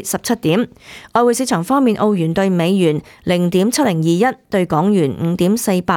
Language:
Cantonese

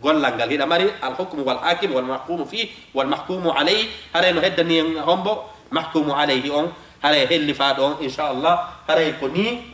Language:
Fula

